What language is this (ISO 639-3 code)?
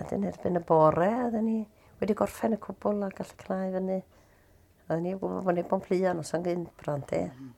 cym